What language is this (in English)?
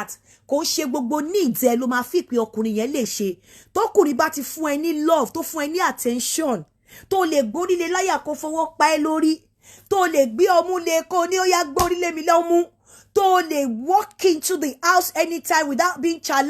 Yoruba